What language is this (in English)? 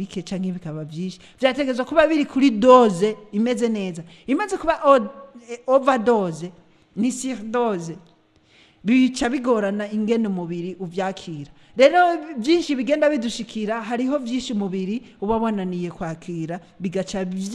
Rundi